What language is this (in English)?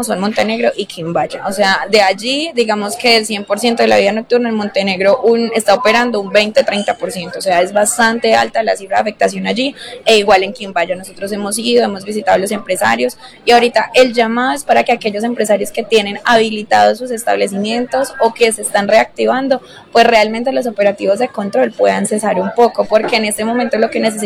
Spanish